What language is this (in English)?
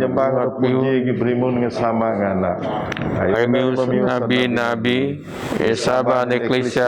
Biatah Bidayuh